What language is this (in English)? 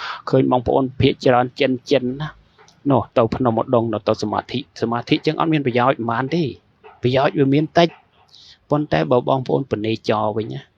Khmer